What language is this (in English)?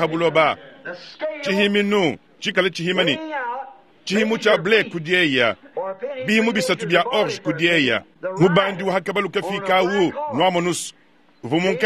Luba-Lulua